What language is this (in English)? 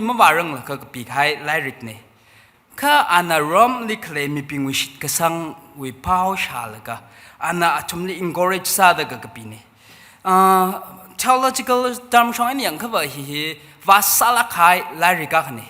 Tangkhul Naga (India)